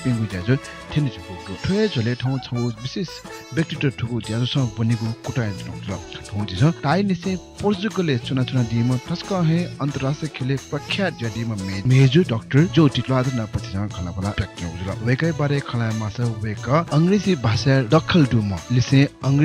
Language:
Newari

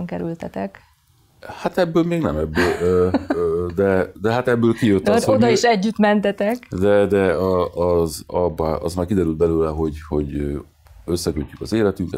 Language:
Hungarian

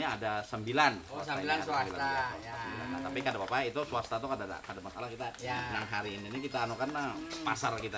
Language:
Banjar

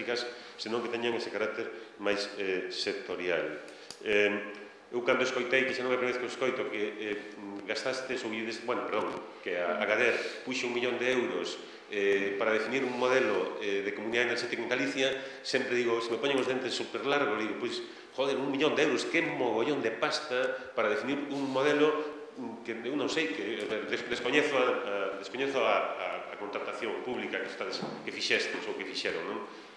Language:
Galician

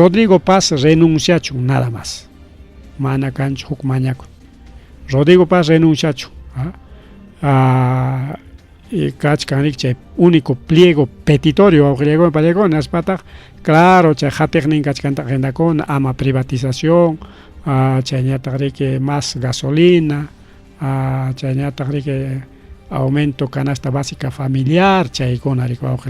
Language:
Ayacucho Quechua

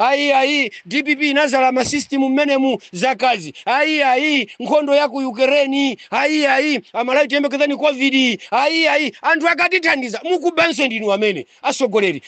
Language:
Nyanja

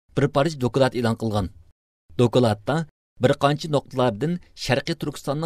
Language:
Uyghur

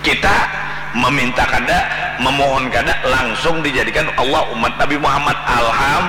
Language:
Banjar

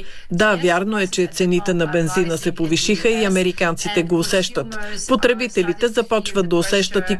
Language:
Bulgarian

